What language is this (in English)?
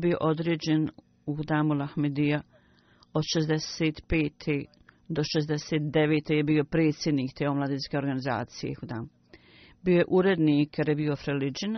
Bosnian